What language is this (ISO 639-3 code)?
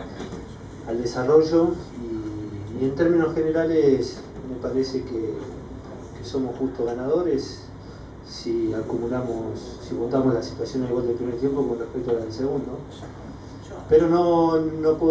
spa